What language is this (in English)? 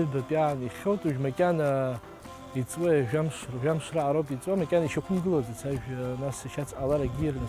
Abkhazian